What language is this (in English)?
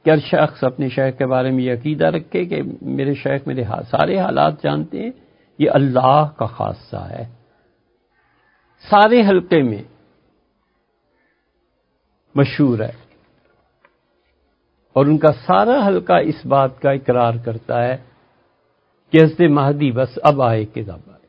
Urdu